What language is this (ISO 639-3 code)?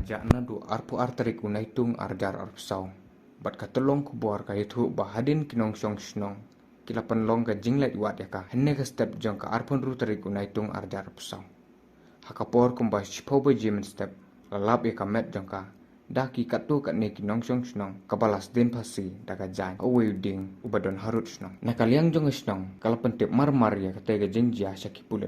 kha